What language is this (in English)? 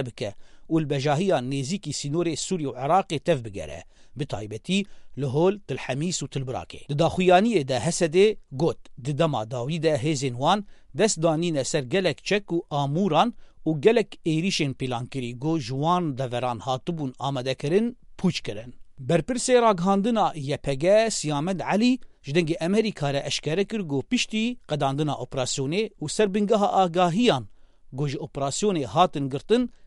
Kurdish